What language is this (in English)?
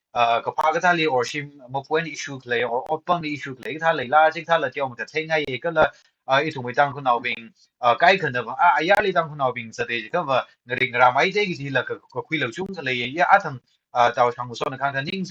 Tangkhul Naga (India)